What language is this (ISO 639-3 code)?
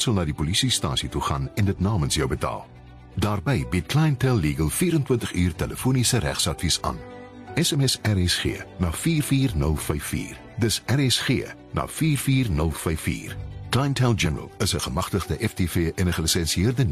afr